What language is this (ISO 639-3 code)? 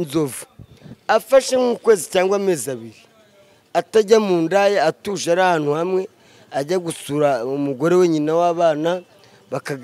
kin